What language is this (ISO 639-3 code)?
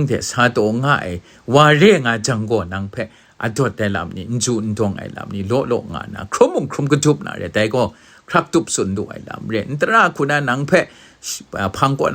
kac